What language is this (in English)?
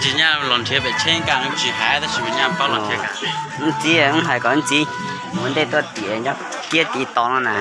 Hmong